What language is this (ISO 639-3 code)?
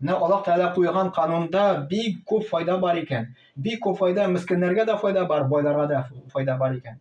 tat